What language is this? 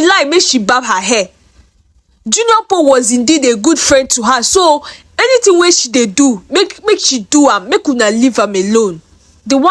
Nigerian Pidgin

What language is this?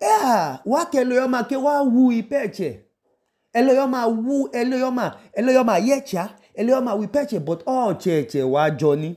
Idoma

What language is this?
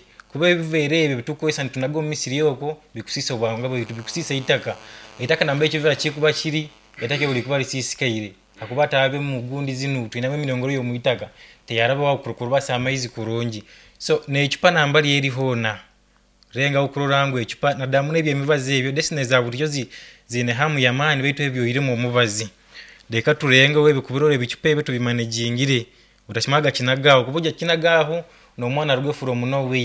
Nyoro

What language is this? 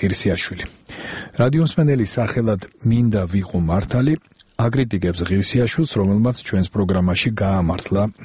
Georgian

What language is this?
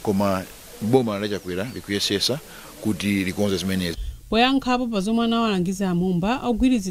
Nyanja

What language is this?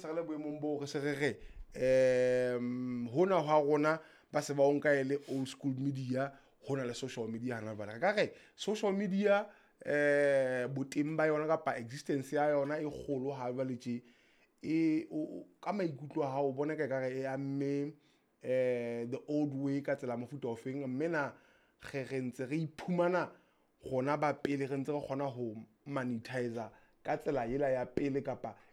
Southern Sotho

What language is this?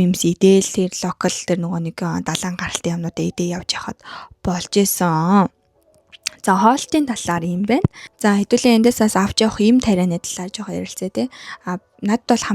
Mongolian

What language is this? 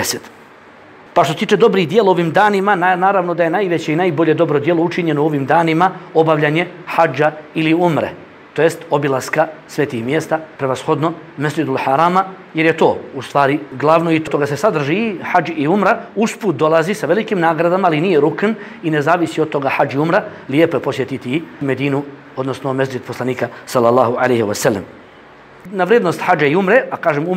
Bosnian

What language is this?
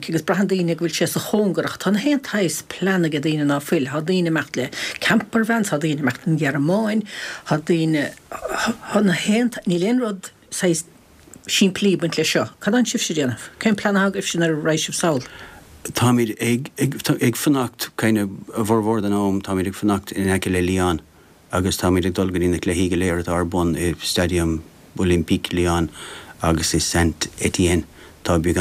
Irish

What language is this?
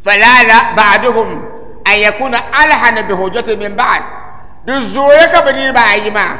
Dagbani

